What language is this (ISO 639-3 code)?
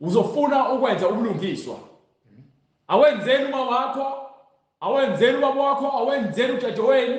zul